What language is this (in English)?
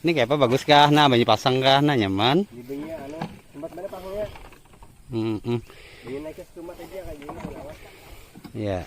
Banjar